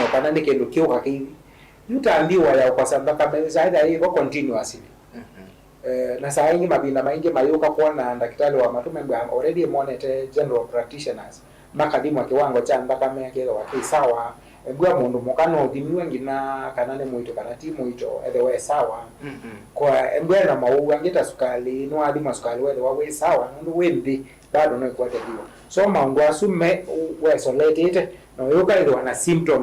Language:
Kamba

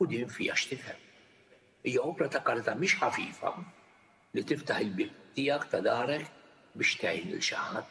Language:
Maltese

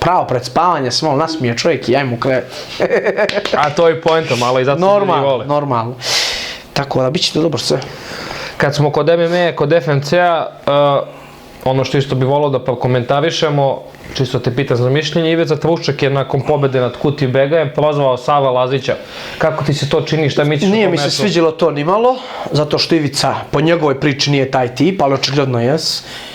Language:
Bosnian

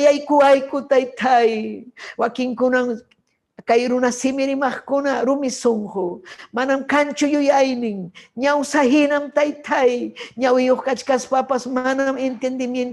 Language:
Ayacucho Quechua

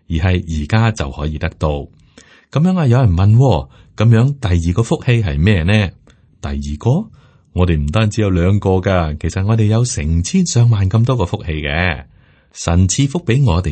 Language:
Cantonese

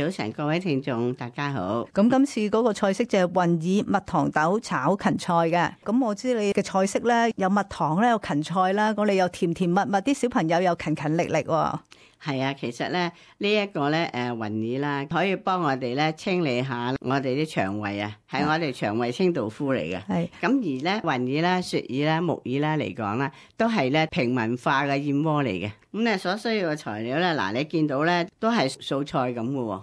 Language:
Cantonese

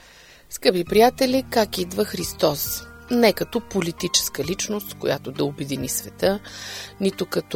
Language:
Bulgarian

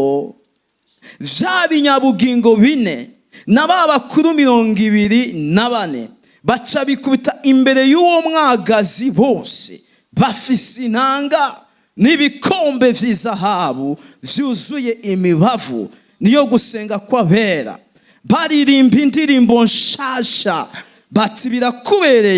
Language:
Rundi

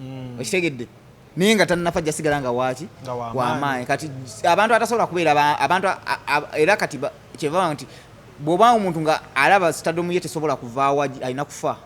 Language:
Ganda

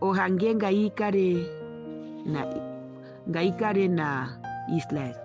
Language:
Herero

